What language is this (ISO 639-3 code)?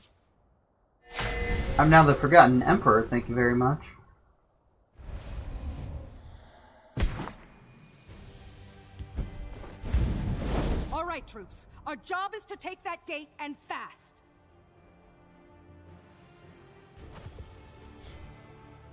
eng